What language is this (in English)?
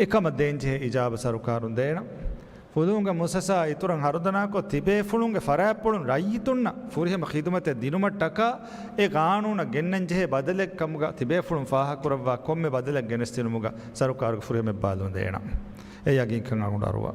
Divehi